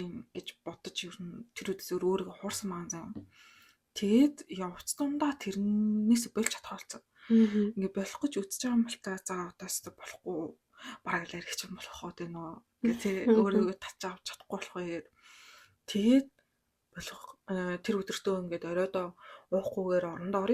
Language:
Mongolian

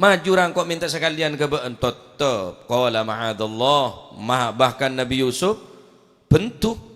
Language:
Madurese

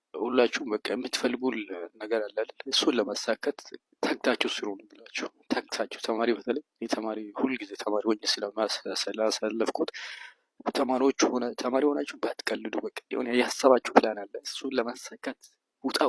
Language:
Amharic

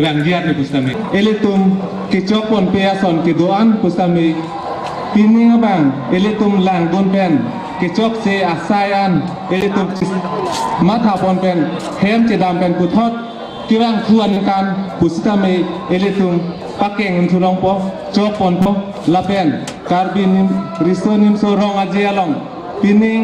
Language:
Karbi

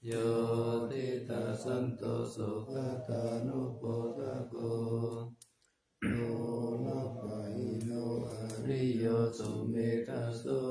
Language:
Pali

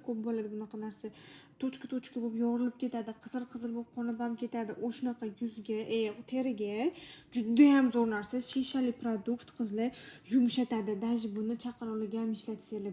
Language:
Uzbek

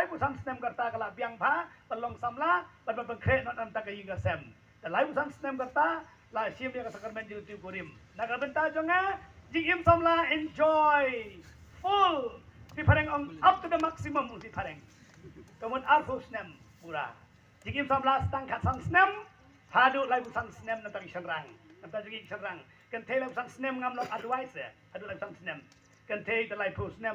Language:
Khasi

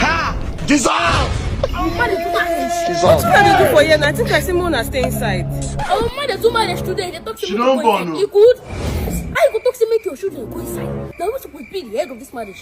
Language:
Nigerian Pidgin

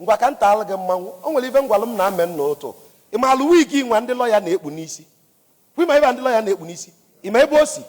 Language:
Igbo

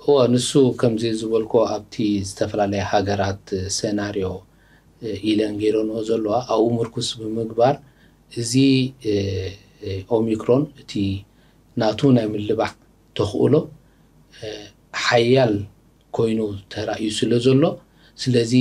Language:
Tigrinya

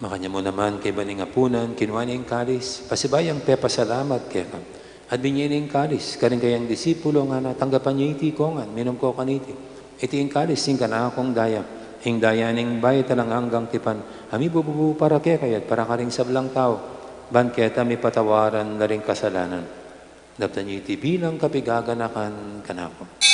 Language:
Pampanga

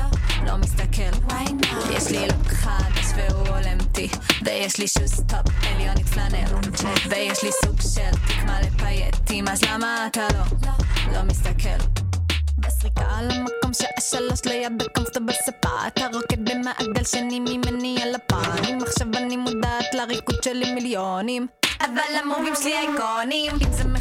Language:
Hebrew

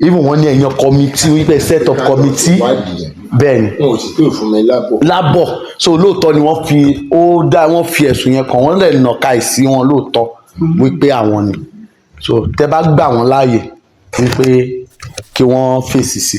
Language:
Yoruba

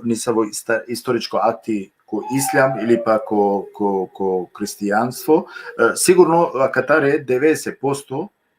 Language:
Balkan Romani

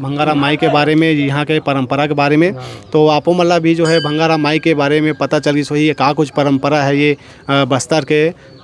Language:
Chhattisgarhi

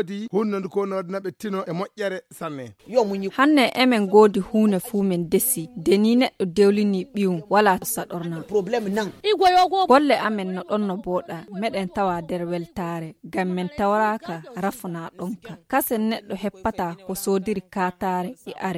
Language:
Fula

